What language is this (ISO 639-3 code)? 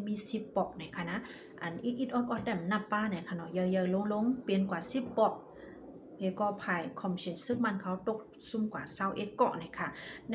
shn